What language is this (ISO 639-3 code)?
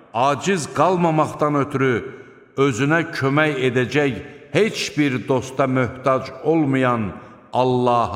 aze